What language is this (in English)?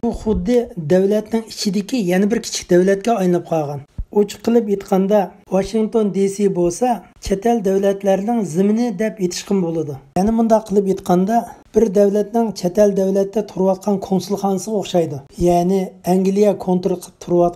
Uyghur